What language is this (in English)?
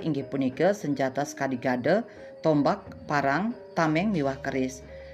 Balinese